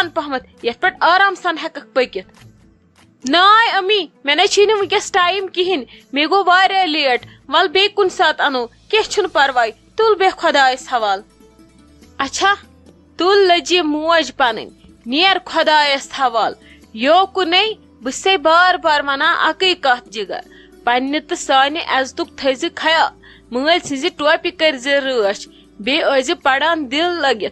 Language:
Kashmiri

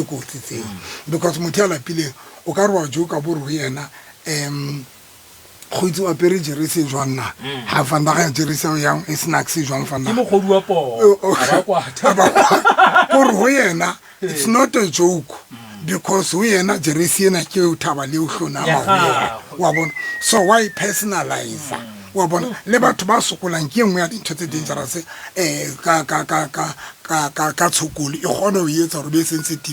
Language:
Southern Sotho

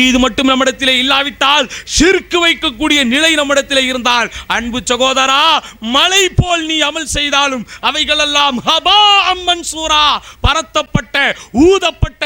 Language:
Tamil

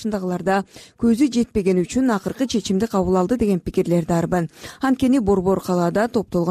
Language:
Kyrgyz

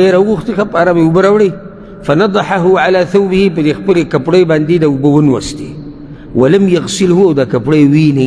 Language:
Pashto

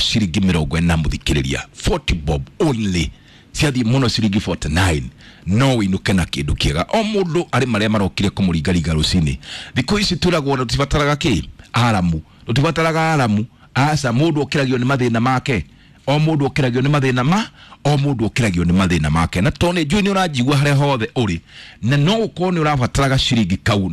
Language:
Kikuyu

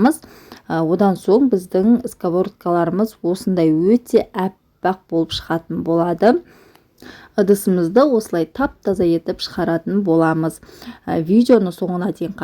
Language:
Kazakh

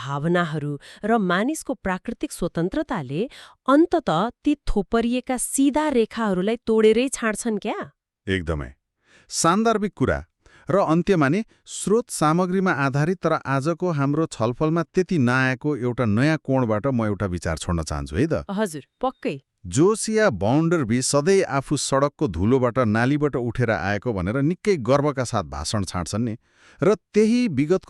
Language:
Nepali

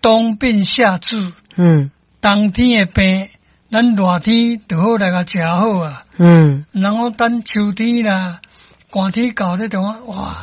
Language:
Min Nan Chinese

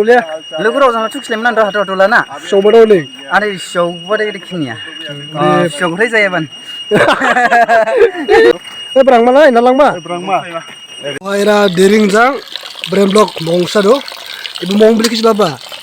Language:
Dimasa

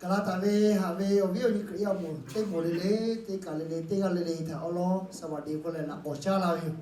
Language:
Lahu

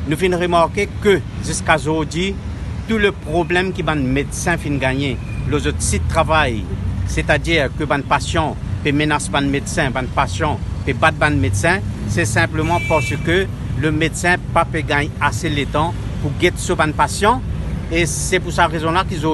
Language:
Morisyen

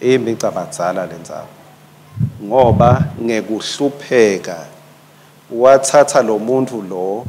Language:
Swati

